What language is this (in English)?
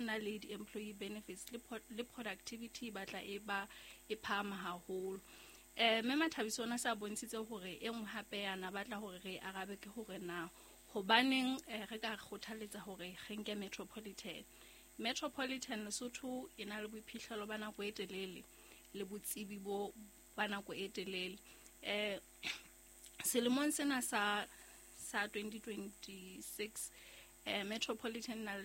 Southern Sotho